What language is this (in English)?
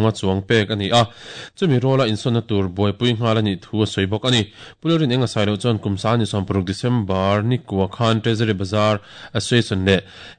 Mizo